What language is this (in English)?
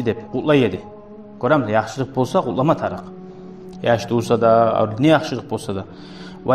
Kumyk